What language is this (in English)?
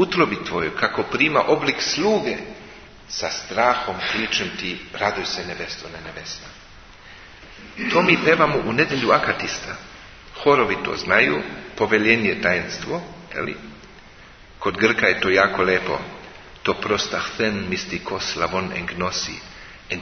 Serbian